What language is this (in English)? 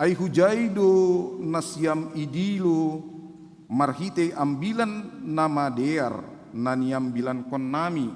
Batak Simalungun